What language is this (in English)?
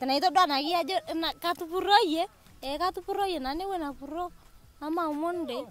Masai